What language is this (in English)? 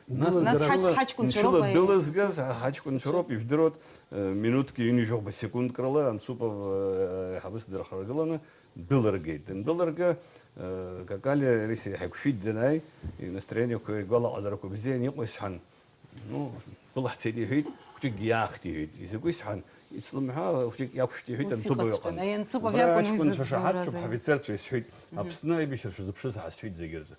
Abkhazian